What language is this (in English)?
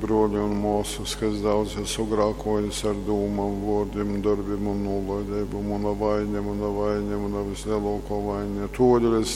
Latgalian